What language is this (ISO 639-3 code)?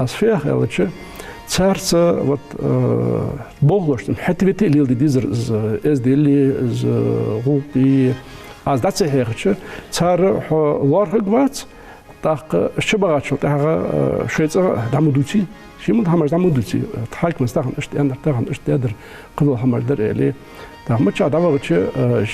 inh